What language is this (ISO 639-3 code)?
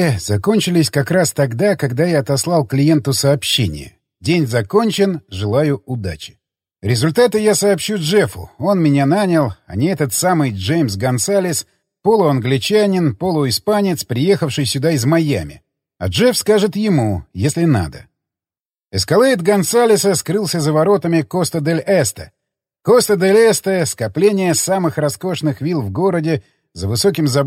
rus